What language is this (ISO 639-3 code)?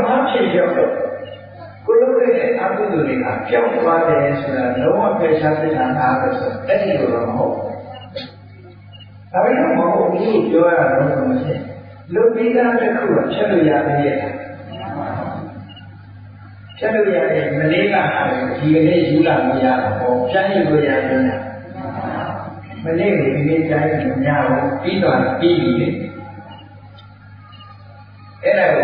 mya